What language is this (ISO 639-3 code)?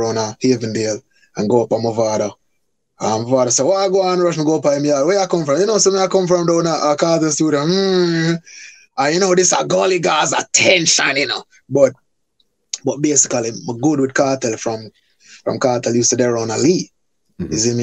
jam